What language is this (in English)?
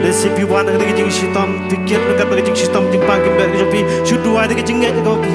Khasi